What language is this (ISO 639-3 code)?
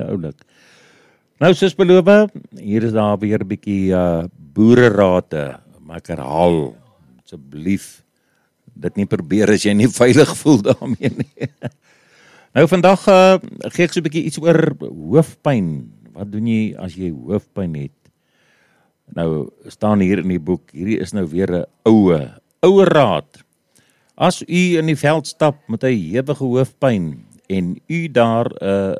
afr